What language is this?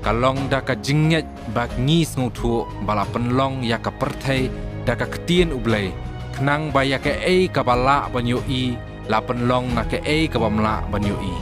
Khasi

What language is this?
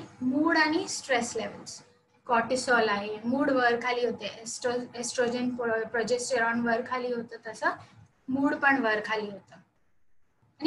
Marathi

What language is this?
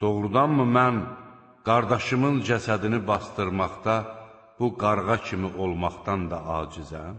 Azerbaijani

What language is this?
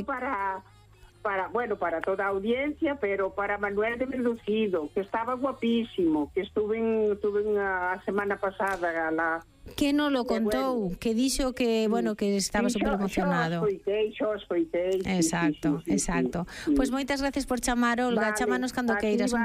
Galician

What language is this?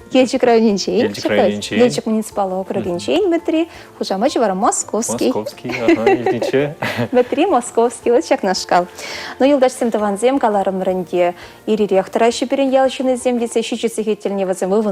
Chuvash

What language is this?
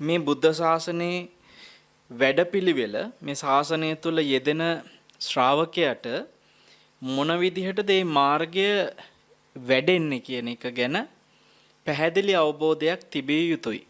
Sinhala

